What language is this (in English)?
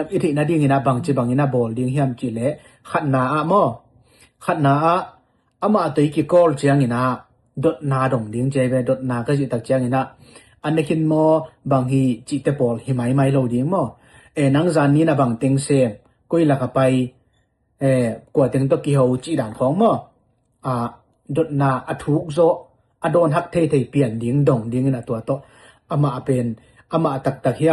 Tedim Chin